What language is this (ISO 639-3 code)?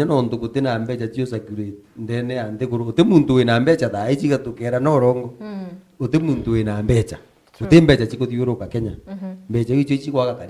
mer